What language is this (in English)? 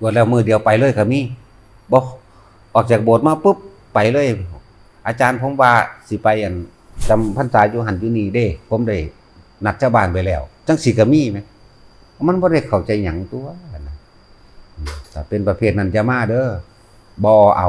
Northeastern Thai